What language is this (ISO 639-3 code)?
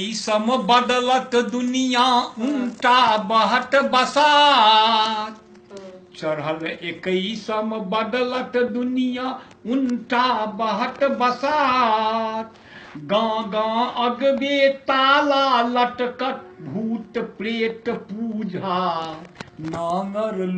mai